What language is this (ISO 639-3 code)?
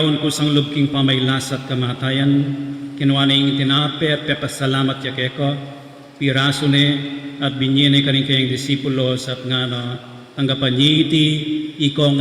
pam